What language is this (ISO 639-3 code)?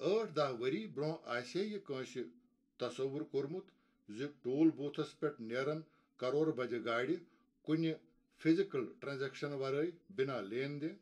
kas